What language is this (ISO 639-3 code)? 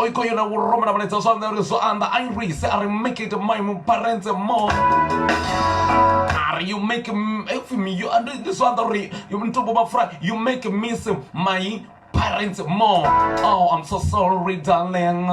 ven